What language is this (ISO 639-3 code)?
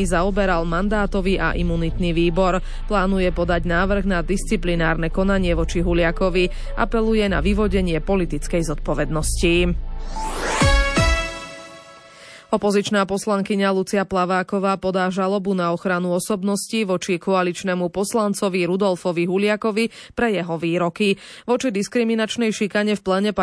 slk